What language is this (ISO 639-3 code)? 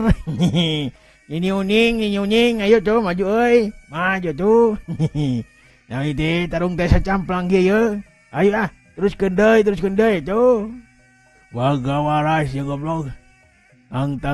sun